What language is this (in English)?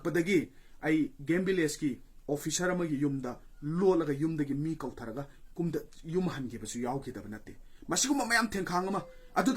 Manipuri